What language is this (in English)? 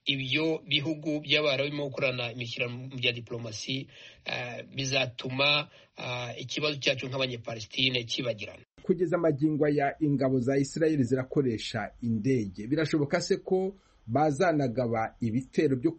Kinyarwanda